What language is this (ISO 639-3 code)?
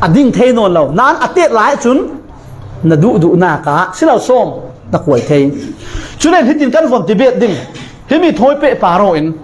cfm